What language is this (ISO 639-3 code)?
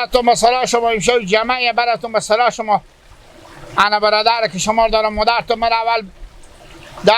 haz